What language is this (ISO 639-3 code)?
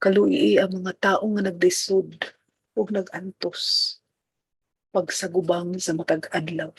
ceb